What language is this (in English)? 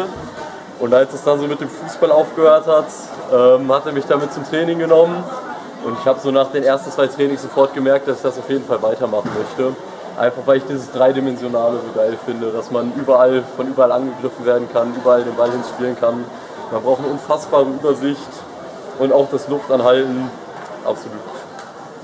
German